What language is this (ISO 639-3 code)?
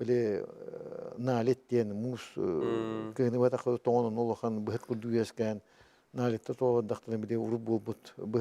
sah